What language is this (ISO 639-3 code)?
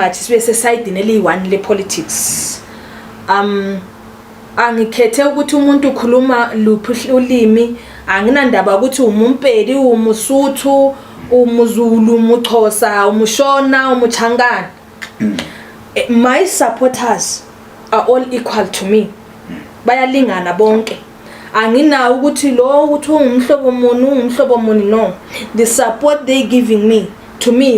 zul